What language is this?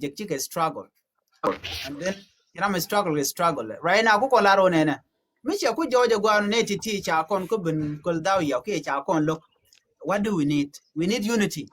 Nuer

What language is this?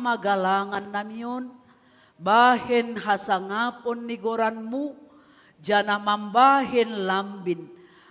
Batak Simalungun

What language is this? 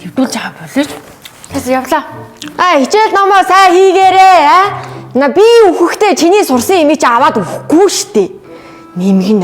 Mongolian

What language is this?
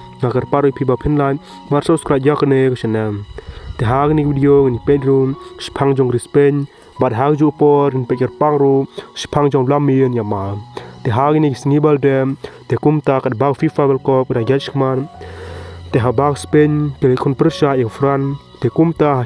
Khasi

